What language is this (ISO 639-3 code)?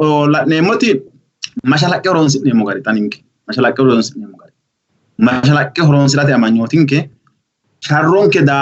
sid